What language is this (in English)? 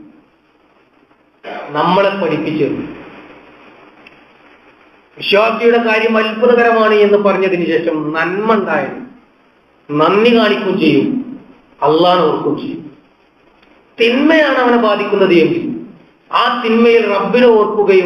Malayalam